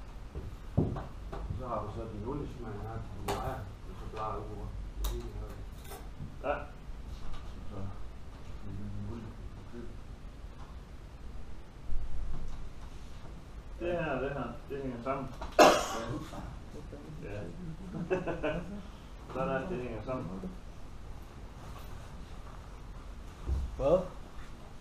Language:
Danish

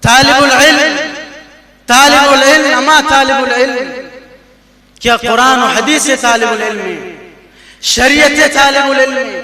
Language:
Baluchi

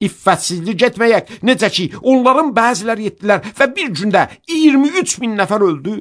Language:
Azerbaijani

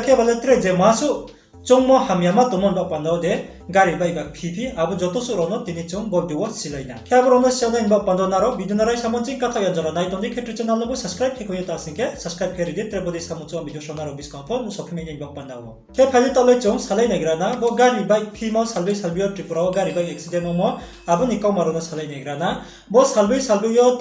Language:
Riang (India)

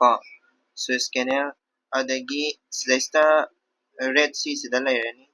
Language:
Manipuri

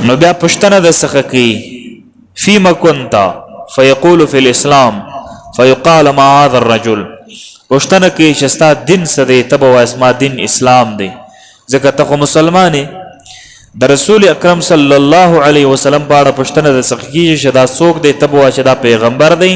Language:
Pashto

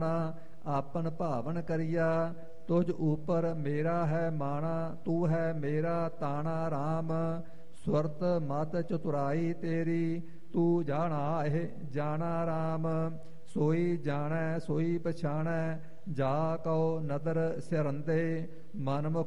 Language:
Punjabi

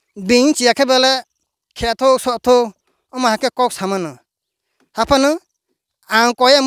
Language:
Riang (India)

